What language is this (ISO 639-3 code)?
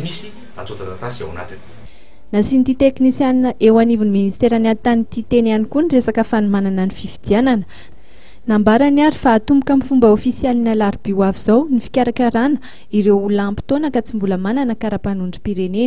mlg